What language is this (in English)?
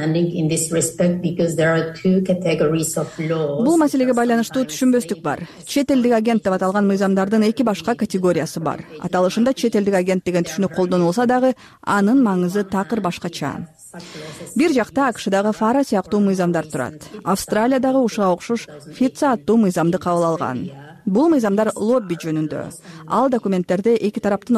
Kyrgyz